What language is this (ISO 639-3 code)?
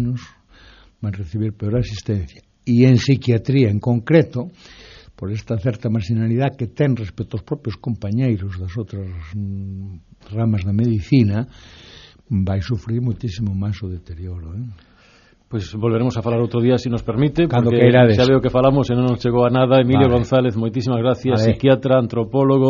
glg